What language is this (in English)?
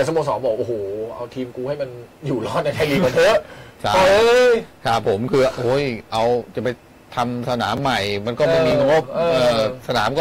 Thai